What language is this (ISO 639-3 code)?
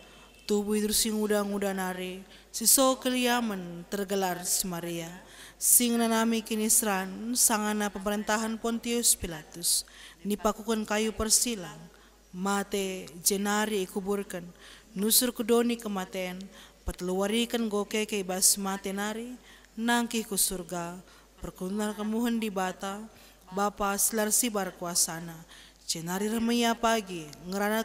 btx